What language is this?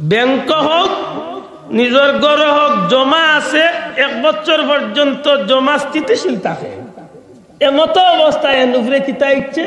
Sylheti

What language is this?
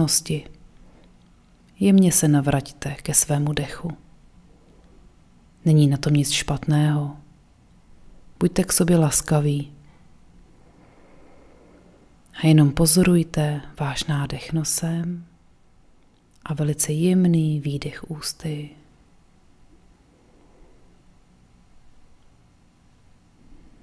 Czech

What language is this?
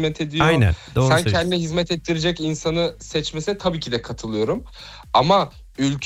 Turkish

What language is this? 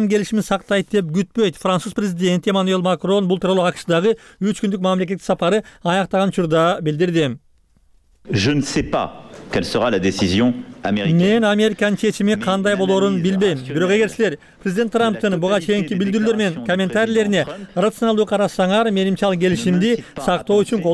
Kyrgyz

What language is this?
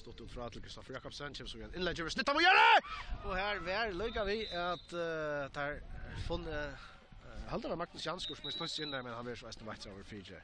Faroese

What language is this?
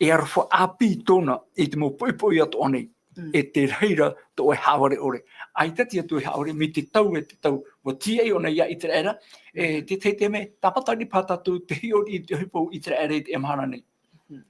Tahitian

